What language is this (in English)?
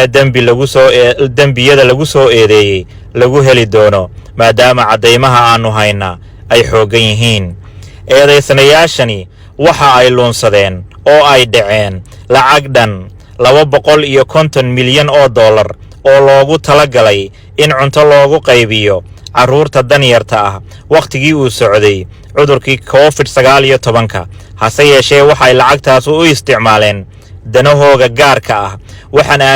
Somali